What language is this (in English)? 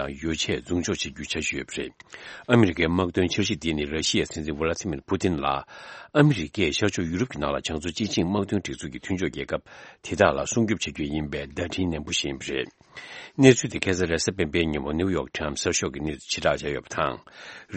Tibetan